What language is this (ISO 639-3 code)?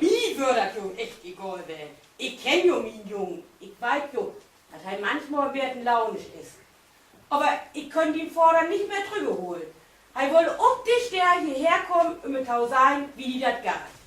nds